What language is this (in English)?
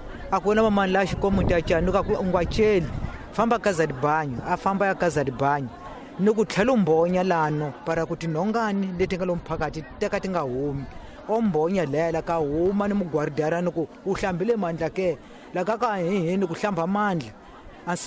Tsonga